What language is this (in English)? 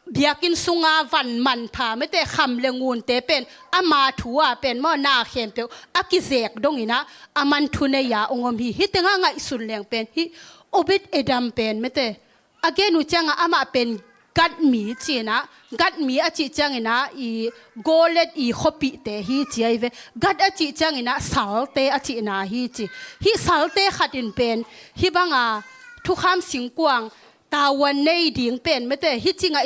Tedim Chin